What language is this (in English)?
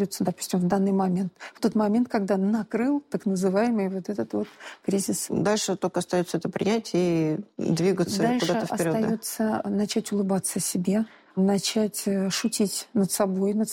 Russian